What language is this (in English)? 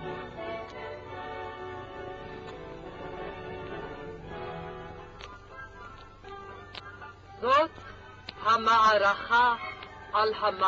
Hebrew